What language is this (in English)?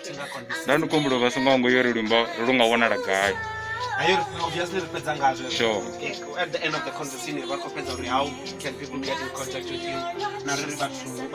Venda